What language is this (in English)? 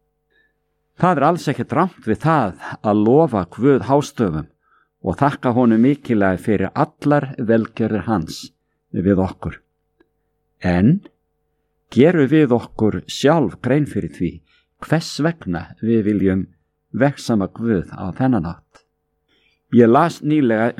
Icelandic